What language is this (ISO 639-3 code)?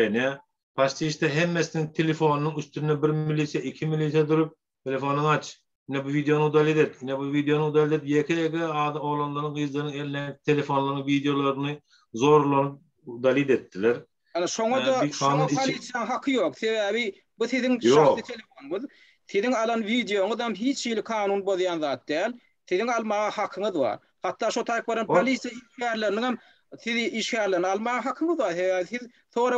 tuk